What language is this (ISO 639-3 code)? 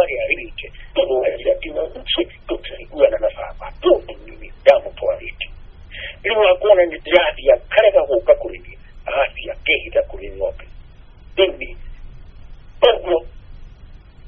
kik